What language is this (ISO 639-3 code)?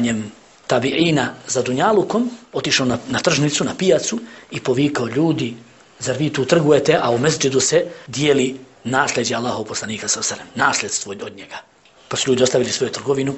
bos